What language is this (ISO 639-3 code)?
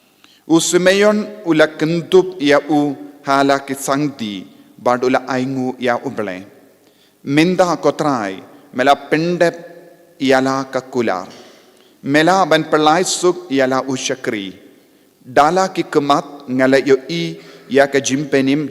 kha